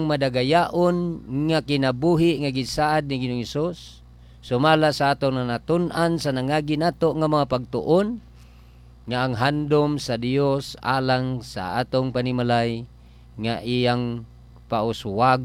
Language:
Cebuano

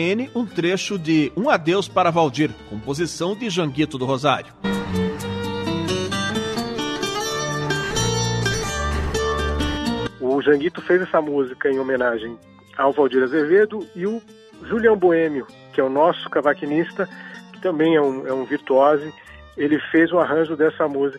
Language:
Portuguese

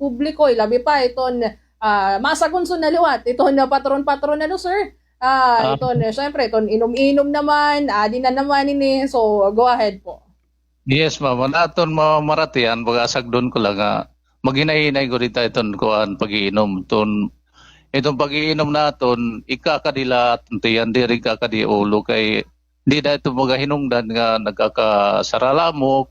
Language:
Waray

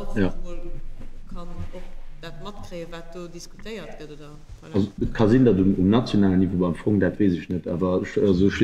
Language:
Luxembourgish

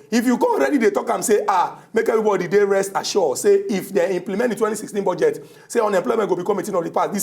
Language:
Nigerian Pidgin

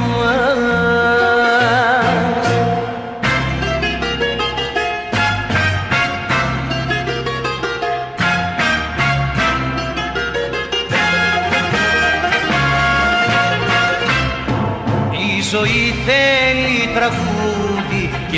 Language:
Greek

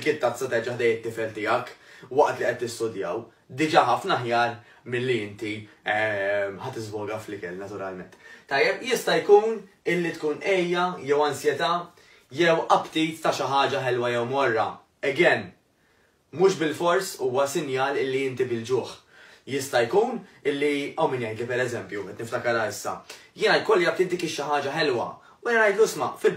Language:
Maltese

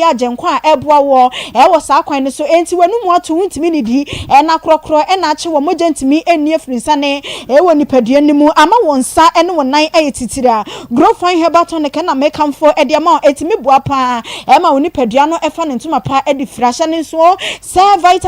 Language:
Akan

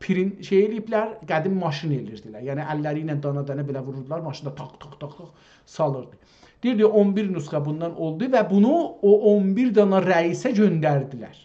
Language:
South Azerbaijani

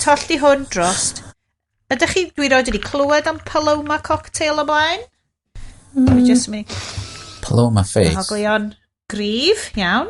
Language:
Welsh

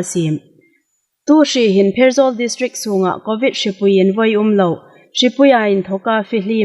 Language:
Hmar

